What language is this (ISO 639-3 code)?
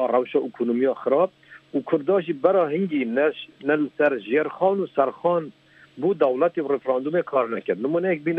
kur